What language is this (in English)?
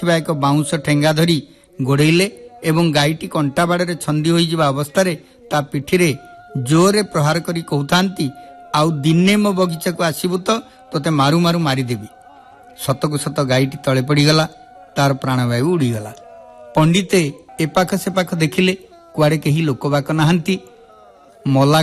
Odia